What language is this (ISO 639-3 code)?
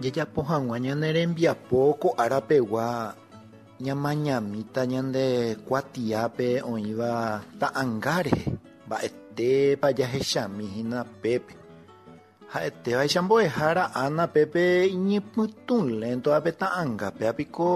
grn